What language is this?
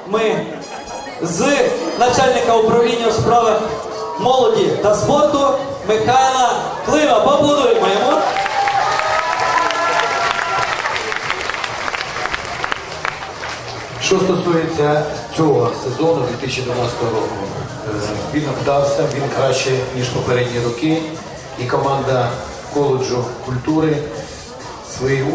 Ukrainian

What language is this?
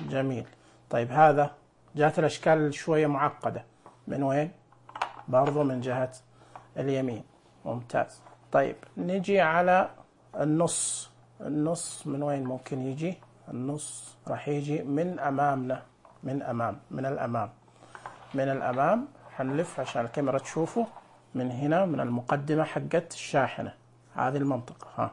Najdi Arabic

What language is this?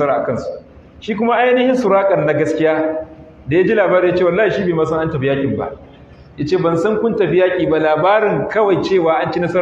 Hausa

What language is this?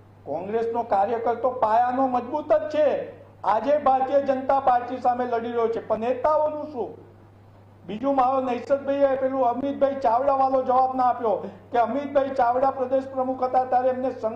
Gujarati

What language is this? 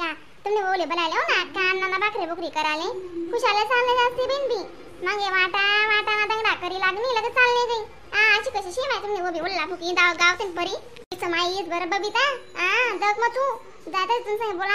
Khandesi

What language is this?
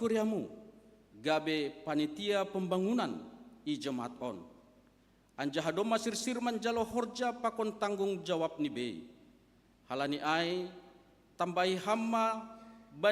Batak Simalungun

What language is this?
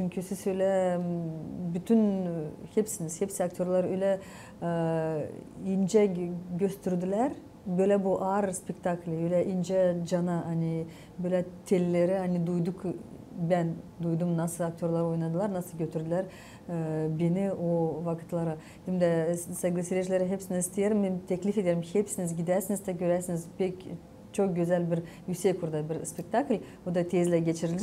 Gagauz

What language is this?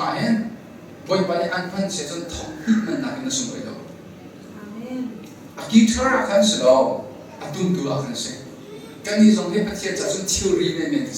Hakha Chin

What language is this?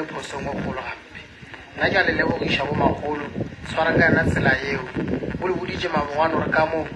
Northern Sotho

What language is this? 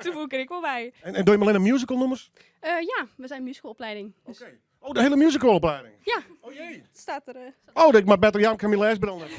Western Frisian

